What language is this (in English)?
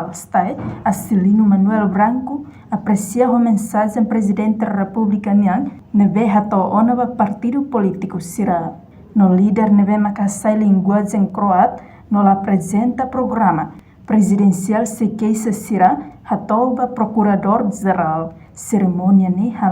Tetum